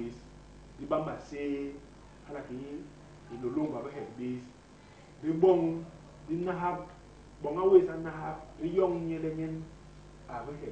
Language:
Basaa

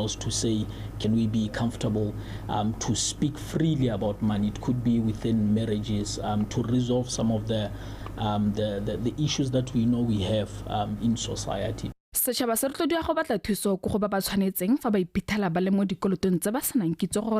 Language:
Tswana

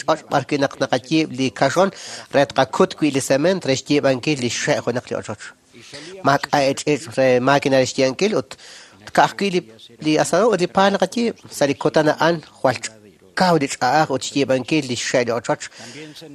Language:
Kekchí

